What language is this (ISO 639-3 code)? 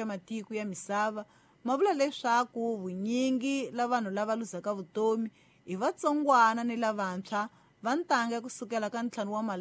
tso